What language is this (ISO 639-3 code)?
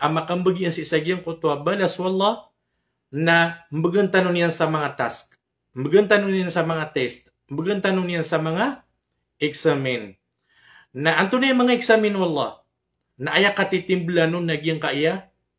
mrw